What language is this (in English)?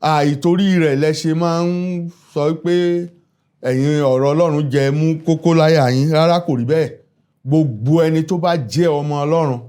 Yoruba